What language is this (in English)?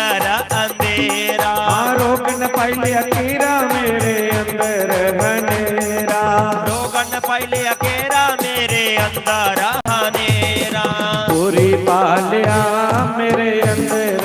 Dogri